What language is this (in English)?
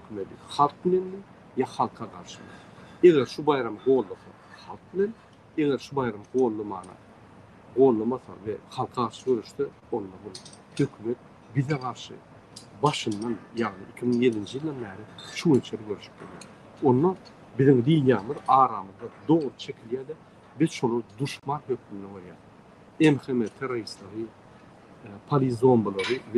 Turkmen